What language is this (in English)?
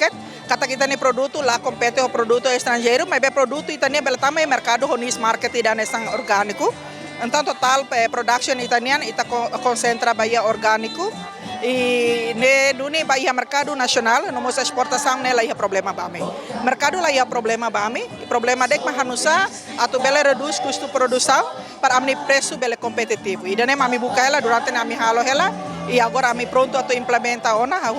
Tetum